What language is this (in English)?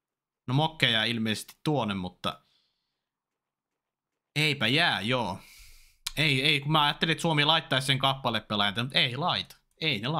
Finnish